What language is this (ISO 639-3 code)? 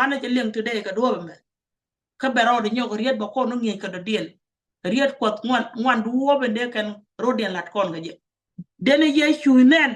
nus